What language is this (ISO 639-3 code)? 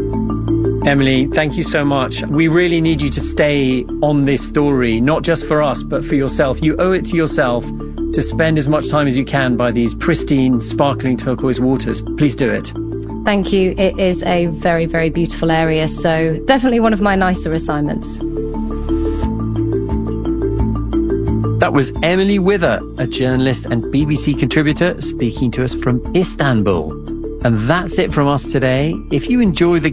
eng